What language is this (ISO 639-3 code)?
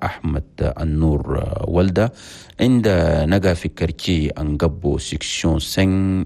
shu